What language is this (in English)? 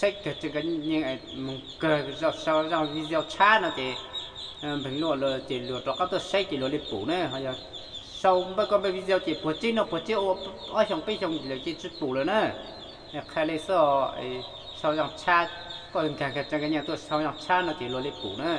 Hmong